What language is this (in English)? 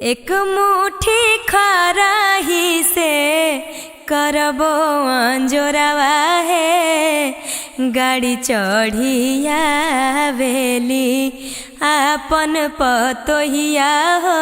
Magahi